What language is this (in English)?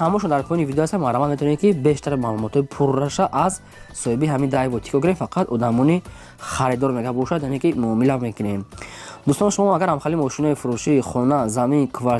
Tajik